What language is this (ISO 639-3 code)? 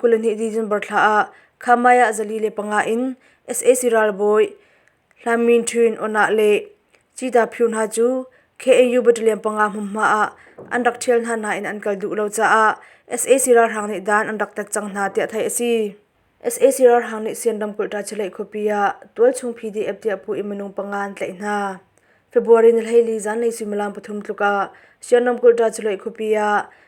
cnh